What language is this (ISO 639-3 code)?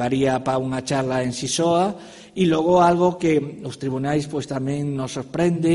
glg